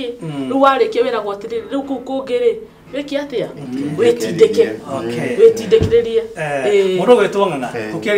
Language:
Kikuyu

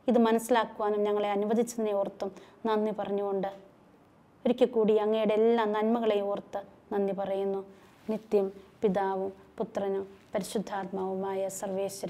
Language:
Malayalam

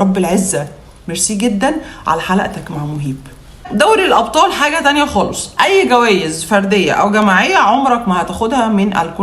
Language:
Egyptian Arabic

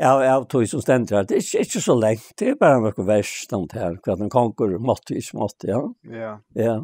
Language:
Faroese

